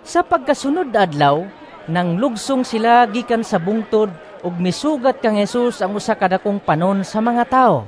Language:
Cebuano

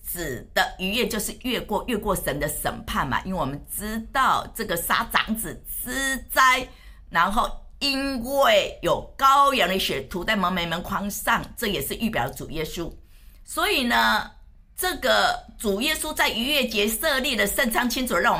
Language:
Chinese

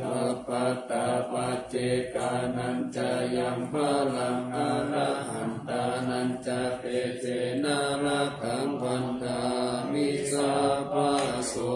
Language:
Pali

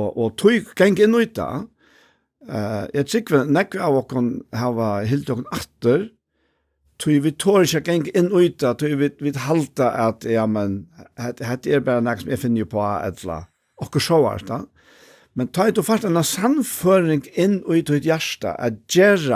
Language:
Faroese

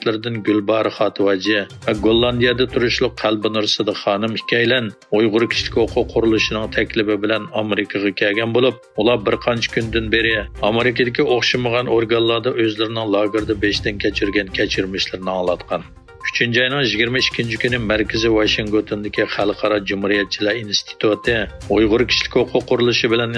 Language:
Uyghur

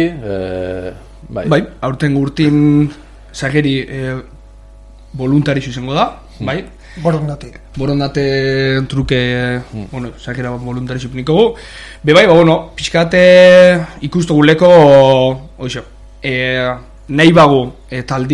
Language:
Basque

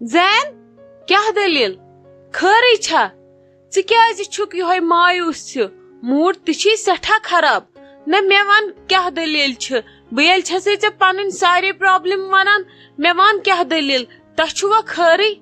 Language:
Kashmiri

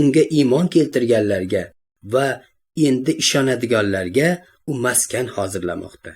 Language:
Uzbek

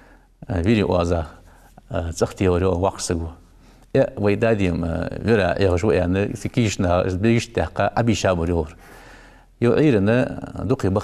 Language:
Ingush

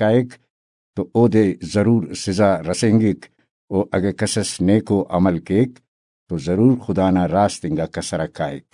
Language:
Brahui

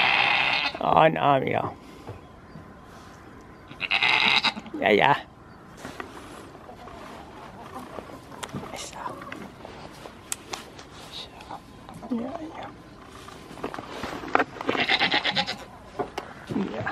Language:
Danish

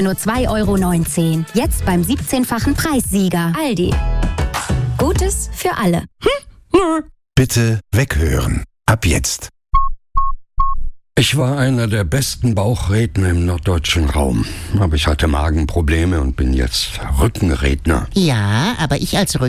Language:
German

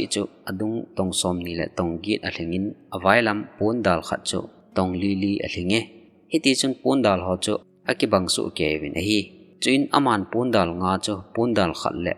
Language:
Thado Chin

